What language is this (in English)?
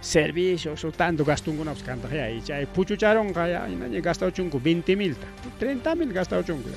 Ayacucho Quechua